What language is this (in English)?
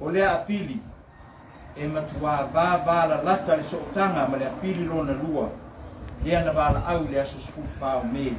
Samoan